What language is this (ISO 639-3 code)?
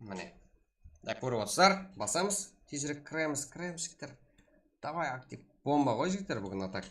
kaa